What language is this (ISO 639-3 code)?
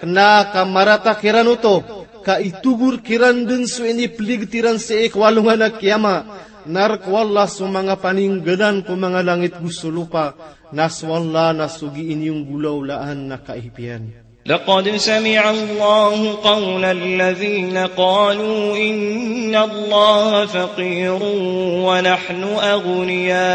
mrw